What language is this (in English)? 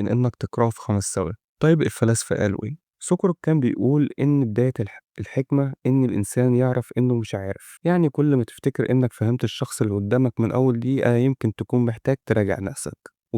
Egyptian Arabic